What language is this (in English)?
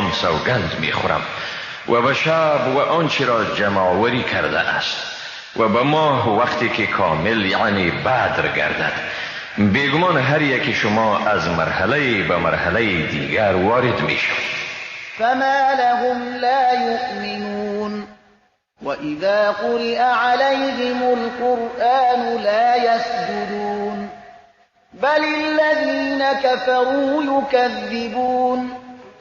Tajik